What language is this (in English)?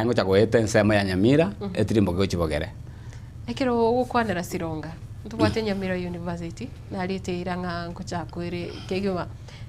Gusii